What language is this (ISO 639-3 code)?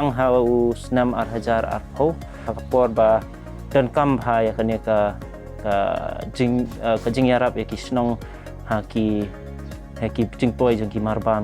kha